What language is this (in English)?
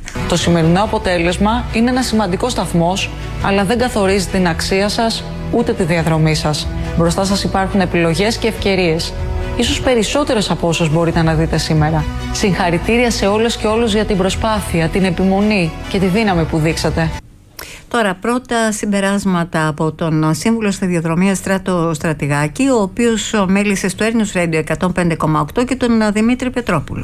Greek